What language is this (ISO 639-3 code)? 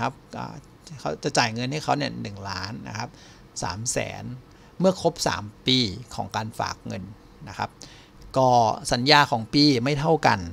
tha